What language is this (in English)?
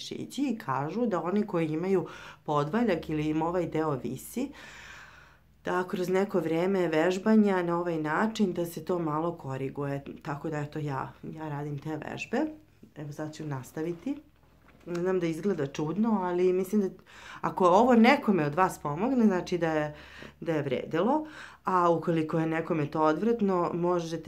Serbian